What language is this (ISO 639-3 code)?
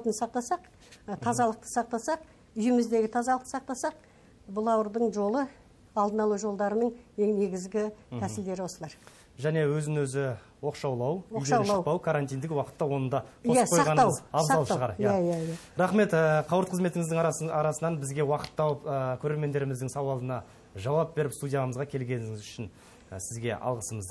kaz